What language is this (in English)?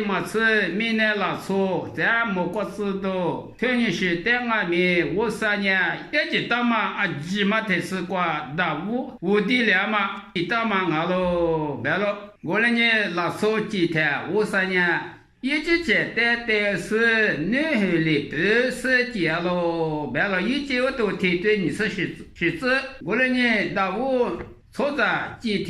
Lisu